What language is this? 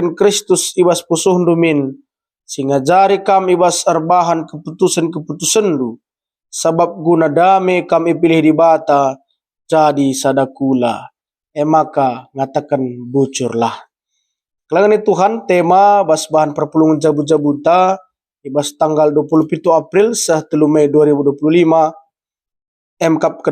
Batak Karo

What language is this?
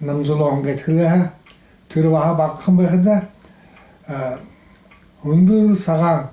Buriat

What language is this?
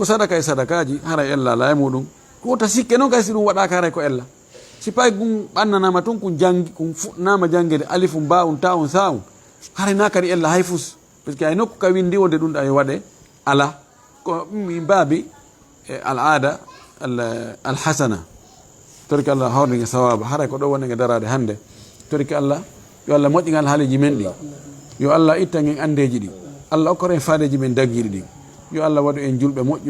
Fula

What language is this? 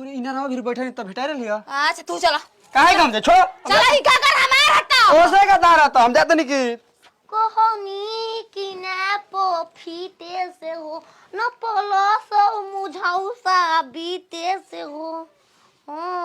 Bhojpuri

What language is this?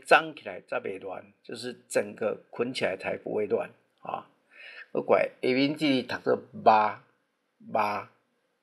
Min Nan Chinese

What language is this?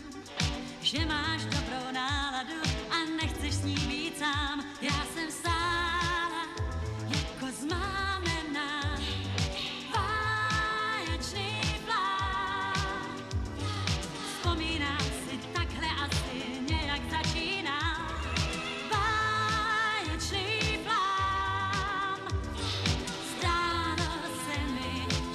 Czech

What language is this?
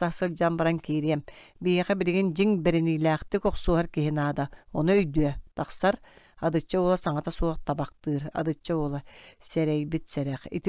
Yakut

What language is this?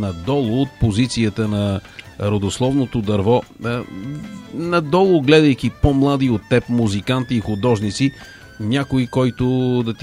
Bulgarian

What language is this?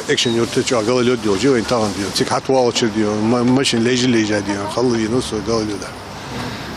Ingush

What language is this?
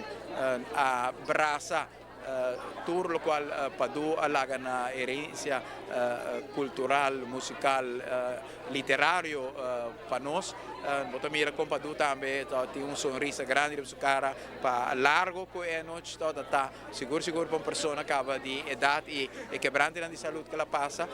Papiamento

